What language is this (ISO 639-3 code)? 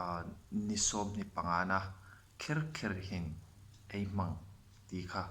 hmr